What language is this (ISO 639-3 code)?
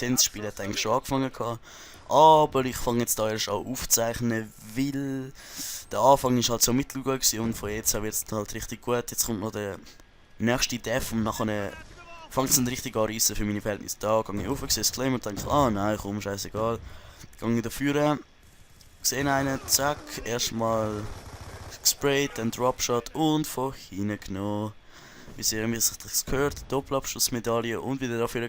gsw